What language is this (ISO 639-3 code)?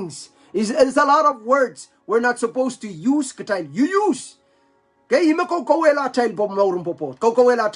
pon